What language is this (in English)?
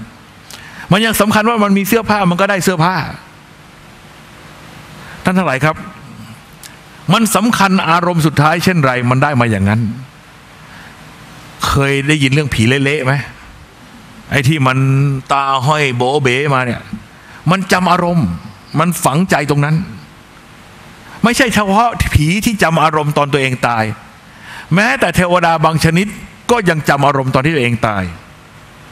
Thai